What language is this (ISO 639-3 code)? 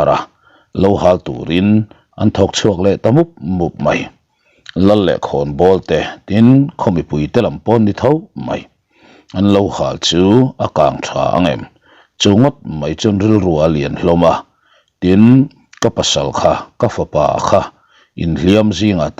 lus